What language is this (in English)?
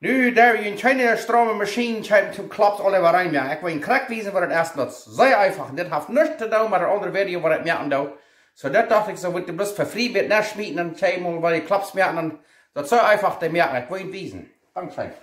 Plautdietsch